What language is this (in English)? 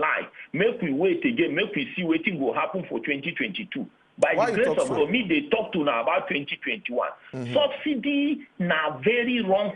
Nigerian Pidgin